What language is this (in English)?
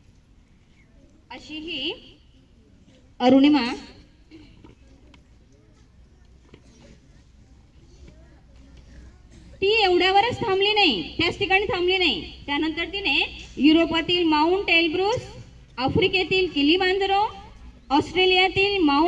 Marathi